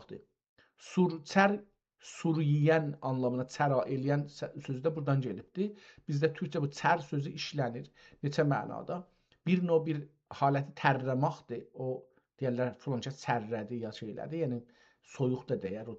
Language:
South Azerbaijani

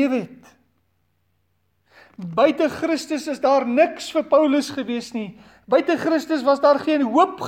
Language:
Afrikaans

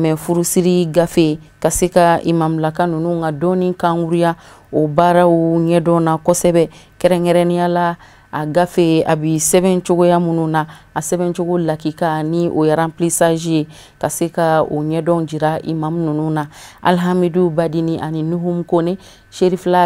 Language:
Bambara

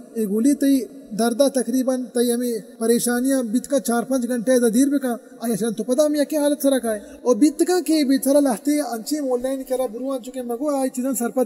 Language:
Baluchi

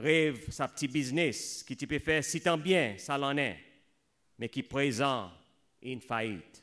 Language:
Seselwa Creole French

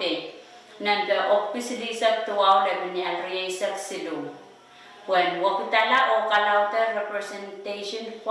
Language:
Pohnpeian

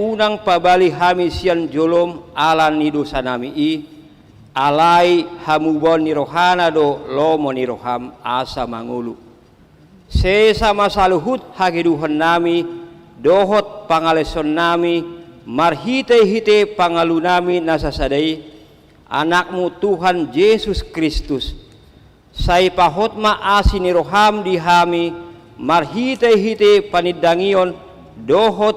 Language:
Batak Toba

